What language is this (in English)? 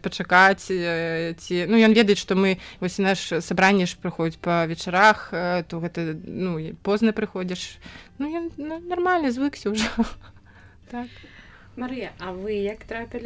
Belarusian